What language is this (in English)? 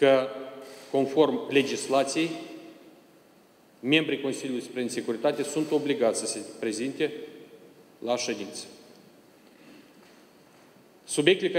Romanian